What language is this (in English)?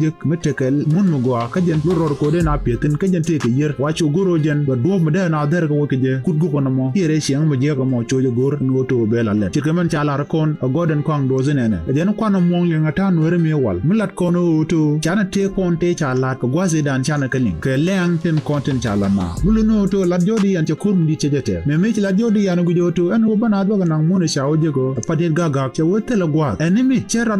Nuer